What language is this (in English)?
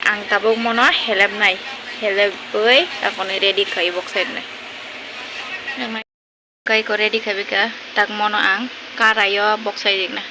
Kok Borok